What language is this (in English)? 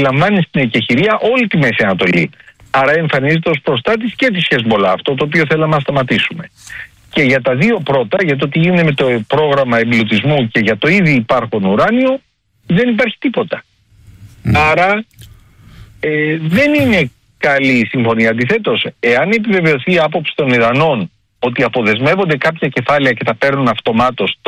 Greek